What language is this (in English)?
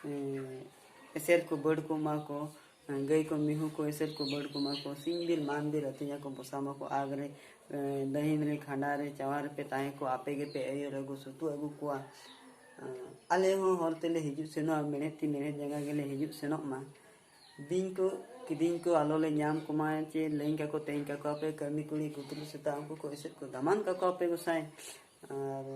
Santali